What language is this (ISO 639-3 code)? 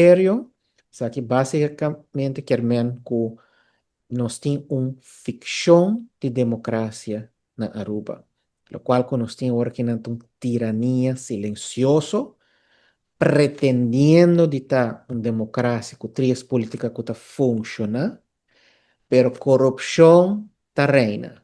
pap